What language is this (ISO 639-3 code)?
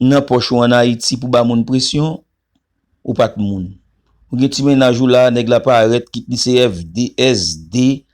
hat